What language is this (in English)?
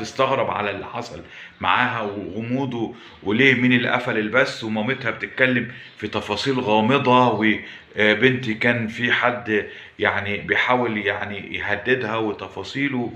Egyptian Arabic